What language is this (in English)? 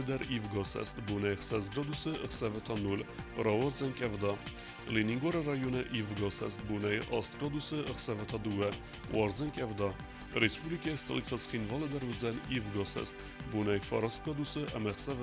Ossetic